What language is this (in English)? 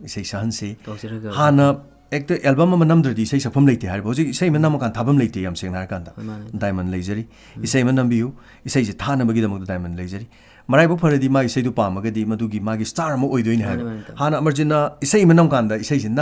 Manipuri